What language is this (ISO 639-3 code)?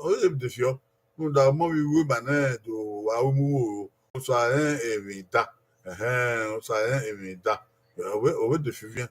bin